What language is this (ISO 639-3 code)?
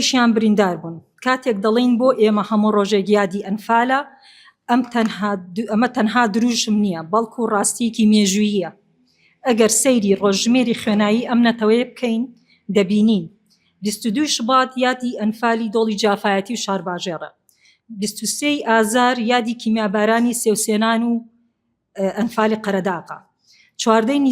ckb